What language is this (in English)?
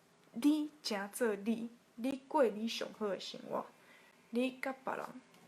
Min Nan Chinese